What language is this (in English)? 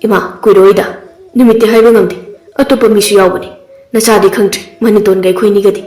Manipuri